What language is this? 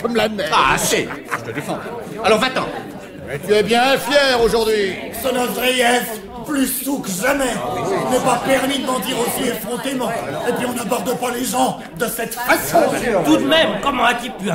French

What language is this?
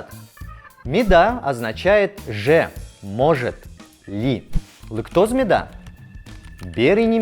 Udmurt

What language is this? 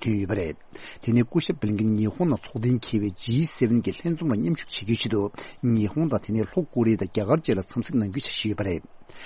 Tibetan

